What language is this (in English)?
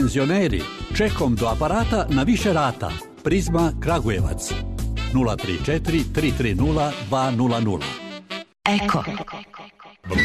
Serbian